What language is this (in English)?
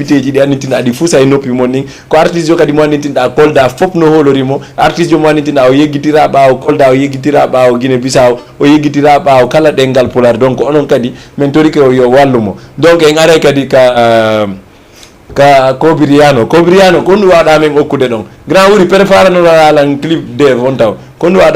Fula